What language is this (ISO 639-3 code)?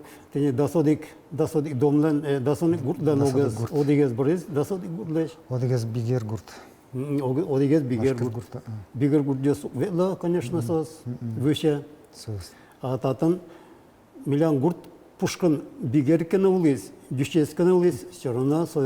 udm